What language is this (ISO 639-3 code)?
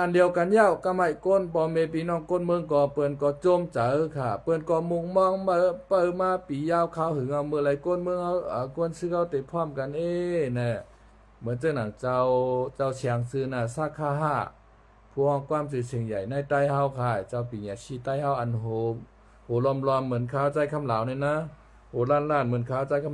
shn